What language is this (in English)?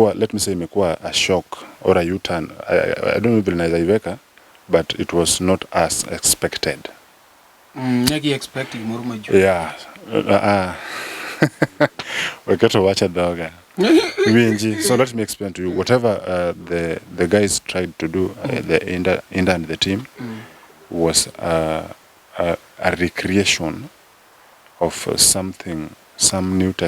Luo (Kenya and Tanzania)